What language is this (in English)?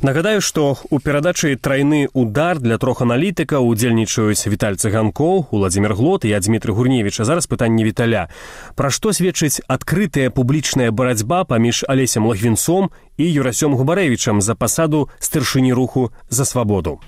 Belarusian